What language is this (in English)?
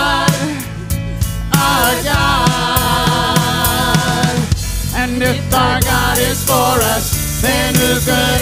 English